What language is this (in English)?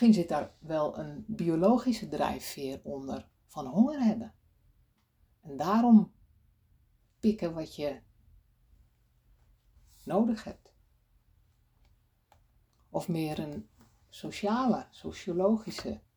Dutch